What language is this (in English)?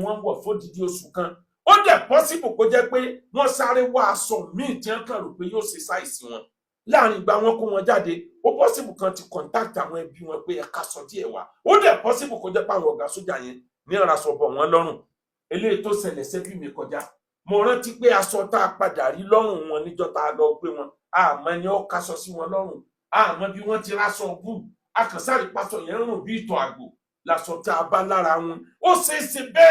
Yoruba